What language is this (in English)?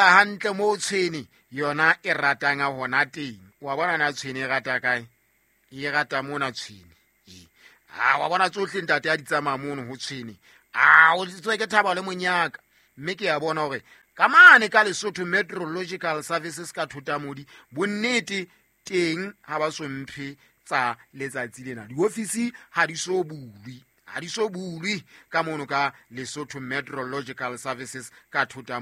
Southern Sotho